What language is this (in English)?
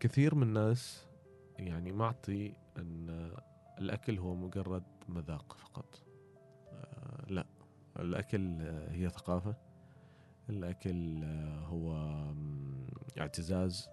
Gulf Arabic